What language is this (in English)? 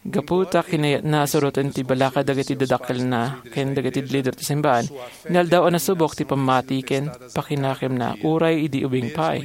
Iloko